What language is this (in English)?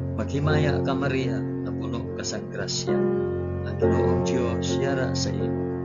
Hiligaynon